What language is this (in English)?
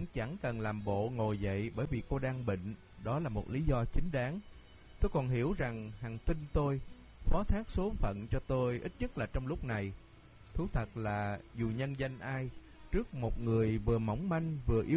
Vietnamese